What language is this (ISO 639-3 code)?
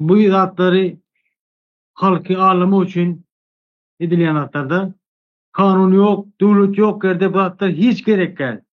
tuk